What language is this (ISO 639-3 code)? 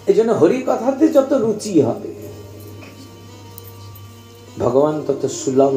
ben